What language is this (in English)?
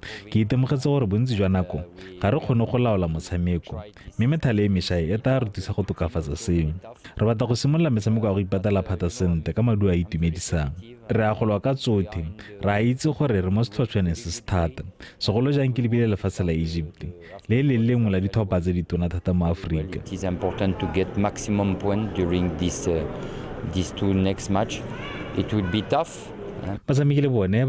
Tswana